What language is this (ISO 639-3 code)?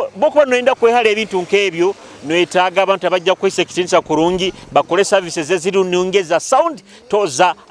nyo